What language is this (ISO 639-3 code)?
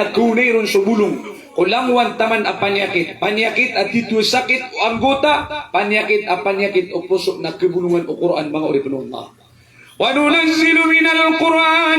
mrw